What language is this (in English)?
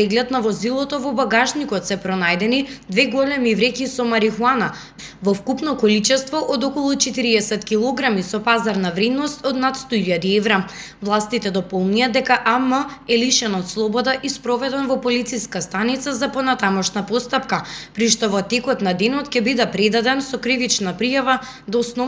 Macedonian